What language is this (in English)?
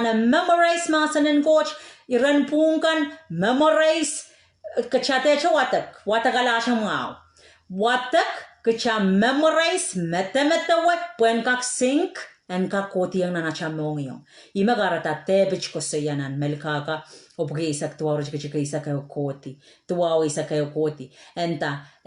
Pohnpeian